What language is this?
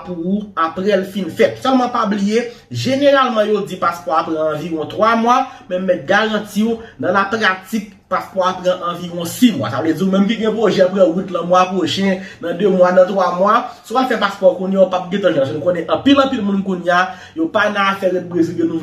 Haitian Creole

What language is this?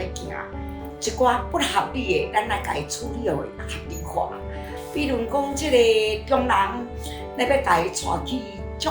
Min Nan Chinese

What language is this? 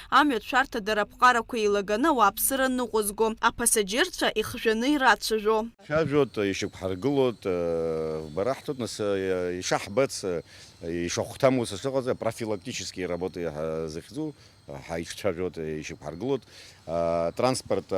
Abkhazian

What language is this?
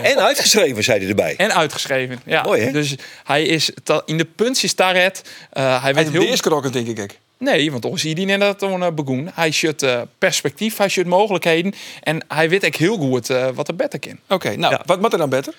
Western Frisian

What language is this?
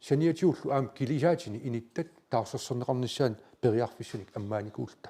Kalaallisut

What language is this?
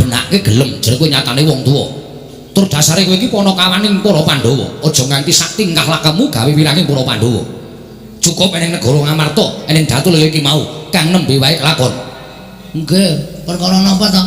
Javanese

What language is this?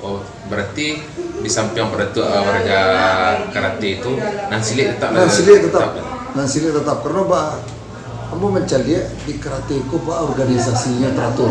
Minangkabau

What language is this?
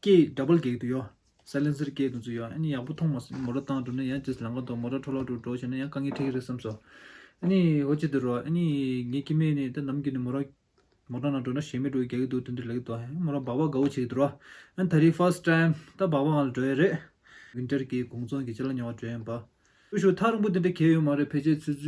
Tibetan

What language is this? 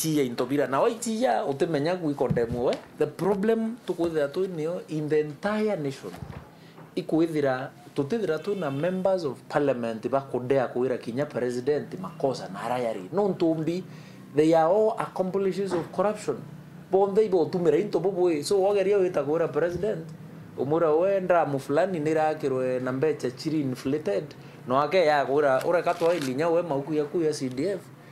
Meru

